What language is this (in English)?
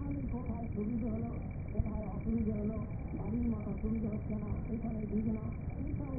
Bangla